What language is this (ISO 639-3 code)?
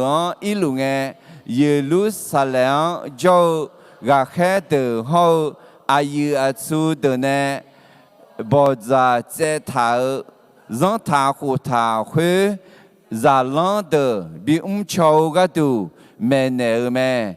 ahk